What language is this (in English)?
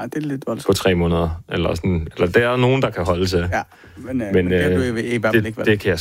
Danish